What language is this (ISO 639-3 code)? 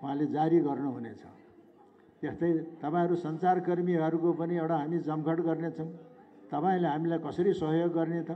nep